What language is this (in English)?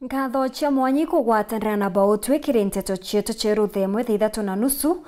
Meru